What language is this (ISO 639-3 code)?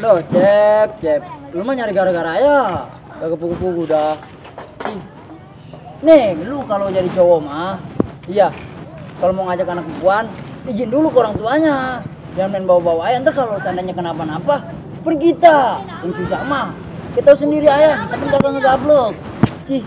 bew